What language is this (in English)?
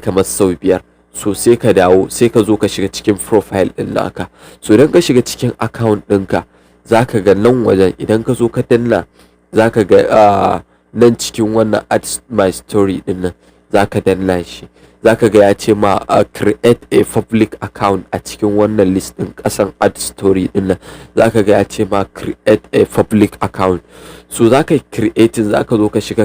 Hausa